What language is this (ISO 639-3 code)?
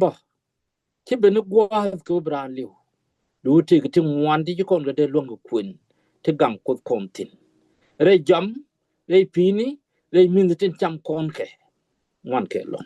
nus